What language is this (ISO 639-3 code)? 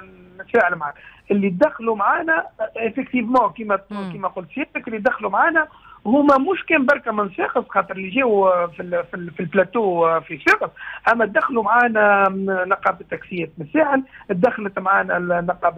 aeb